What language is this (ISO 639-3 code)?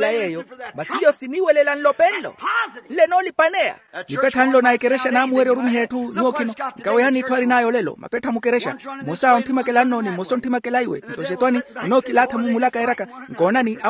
vmw